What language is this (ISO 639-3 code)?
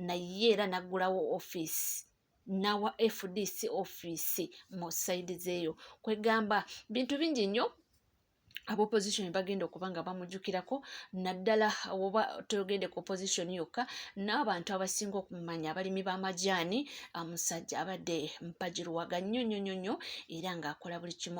lug